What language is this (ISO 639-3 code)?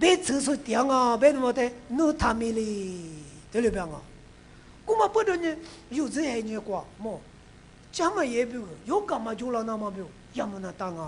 lis